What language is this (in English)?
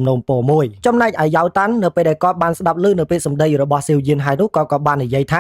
Khmer